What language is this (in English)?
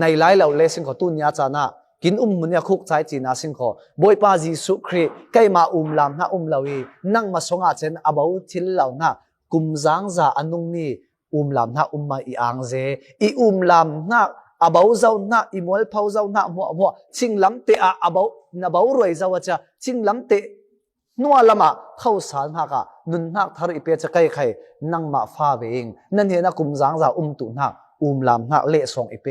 Falam Chin